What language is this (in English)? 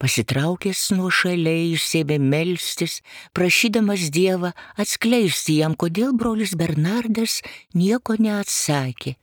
Lithuanian